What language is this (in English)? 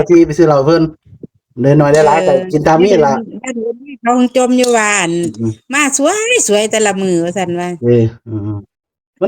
Northeastern Thai